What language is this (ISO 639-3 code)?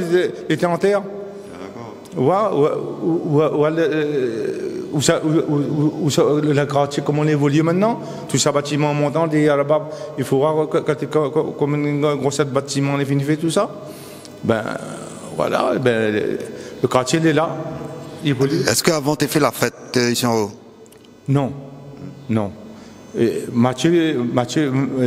rcf